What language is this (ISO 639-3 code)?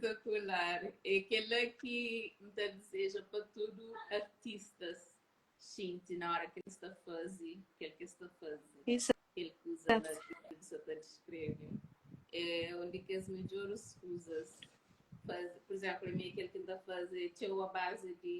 kea